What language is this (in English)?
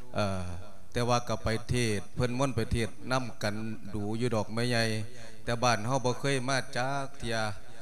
Lao